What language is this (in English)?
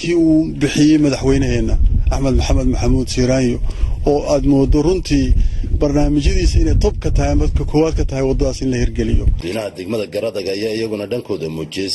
Somali